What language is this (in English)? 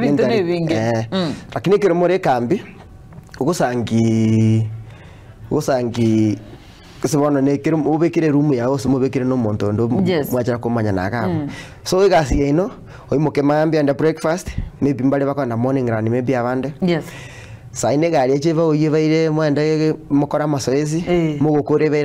Gusii